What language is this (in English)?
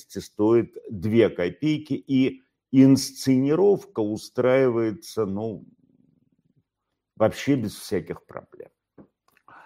Russian